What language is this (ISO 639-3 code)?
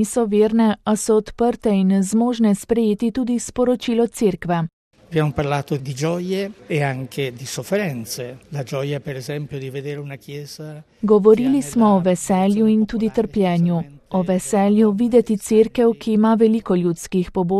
slv